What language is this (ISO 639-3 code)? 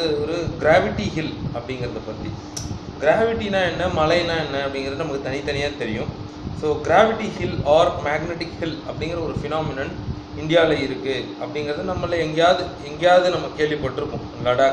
tam